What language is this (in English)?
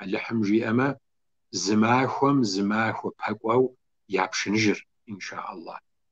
Kabardian